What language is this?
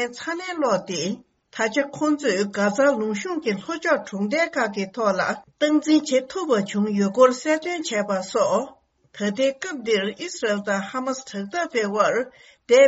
Tibetan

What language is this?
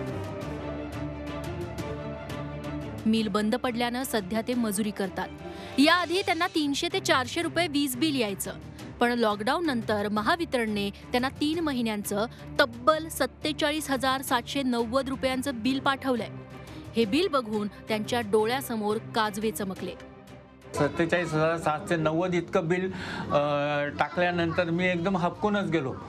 Marathi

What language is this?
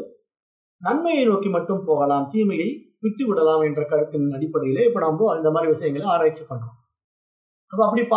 Tamil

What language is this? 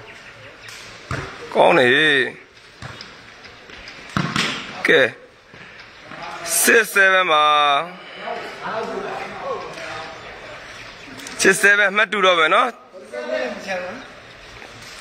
Burmese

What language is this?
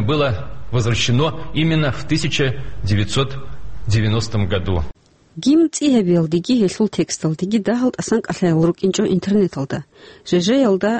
Avaric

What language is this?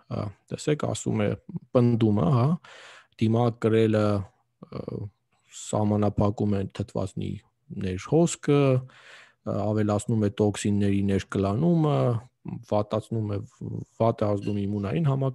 Armenian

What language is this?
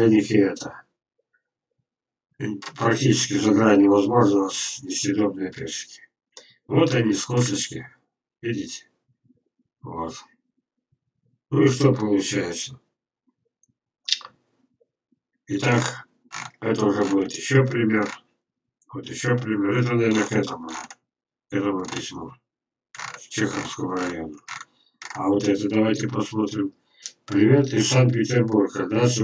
Russian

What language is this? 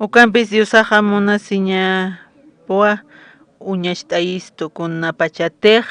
Aymara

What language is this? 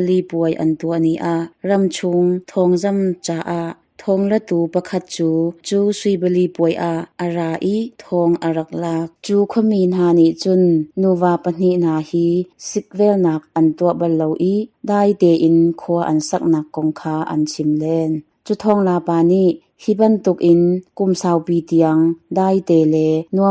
Hakha Chin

